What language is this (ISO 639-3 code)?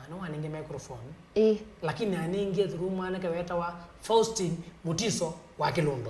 kam